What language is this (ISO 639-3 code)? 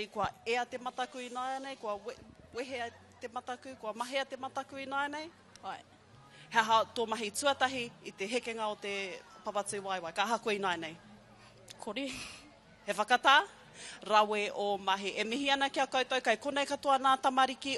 mri